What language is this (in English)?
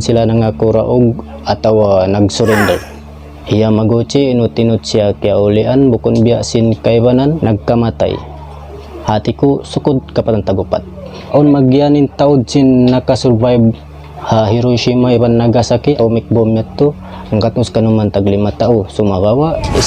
Tausug